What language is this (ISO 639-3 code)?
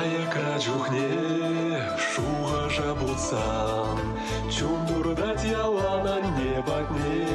chv